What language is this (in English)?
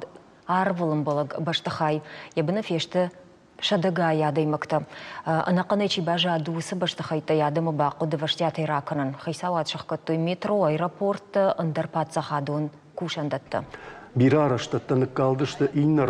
Ossetic